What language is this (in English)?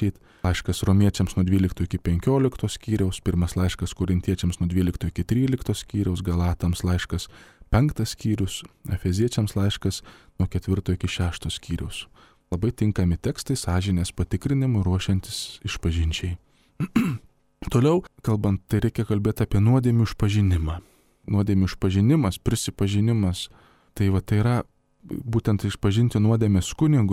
Lithuanian